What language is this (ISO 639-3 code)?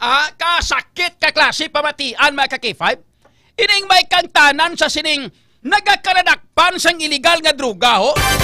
hil